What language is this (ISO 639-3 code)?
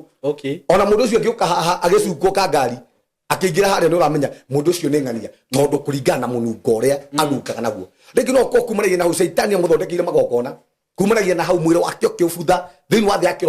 kik